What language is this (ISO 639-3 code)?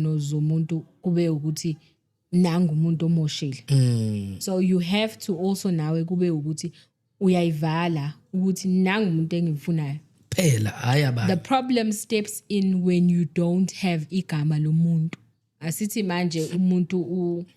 zul